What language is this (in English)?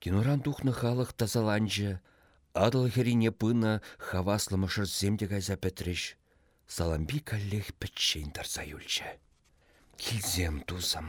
Chuvash